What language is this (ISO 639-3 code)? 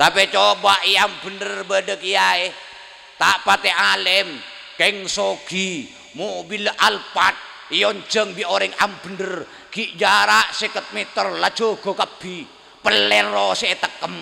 mad